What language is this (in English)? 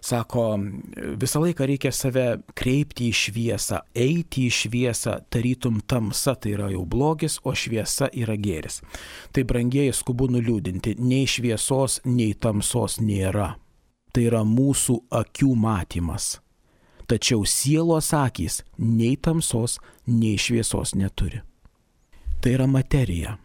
Lithuanian